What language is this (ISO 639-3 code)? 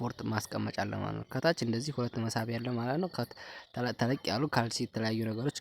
amh